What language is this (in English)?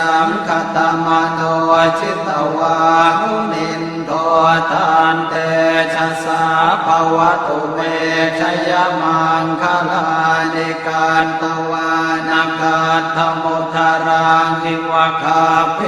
Pali